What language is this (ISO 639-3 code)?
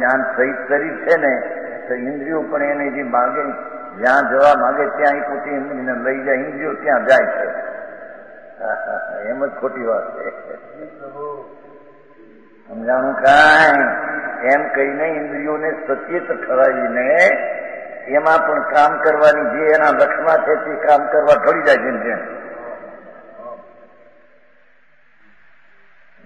guj